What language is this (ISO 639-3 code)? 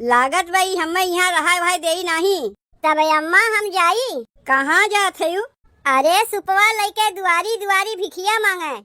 awa